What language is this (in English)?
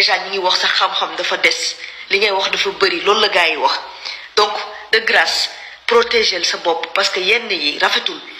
Wolof